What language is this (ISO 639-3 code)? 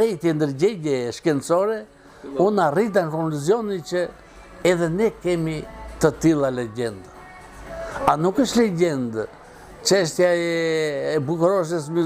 sqi